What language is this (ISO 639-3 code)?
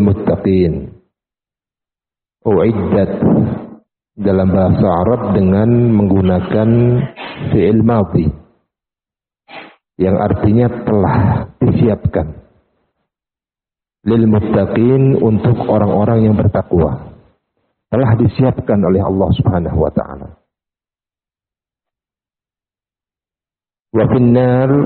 ind